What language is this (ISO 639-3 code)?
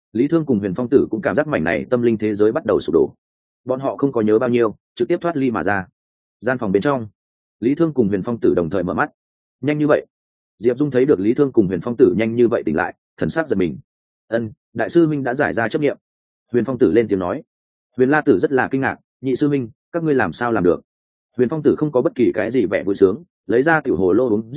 vie